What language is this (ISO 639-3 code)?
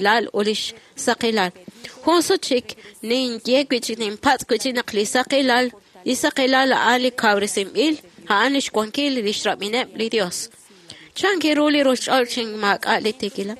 kek